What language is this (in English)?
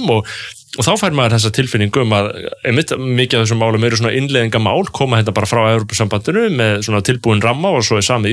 Icelandic